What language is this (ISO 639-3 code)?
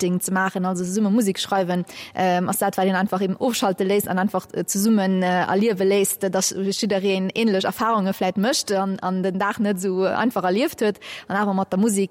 ltz